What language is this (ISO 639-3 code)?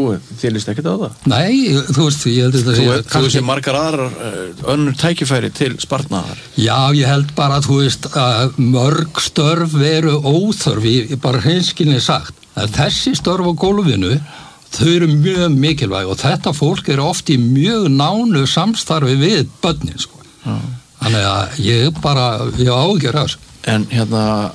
isl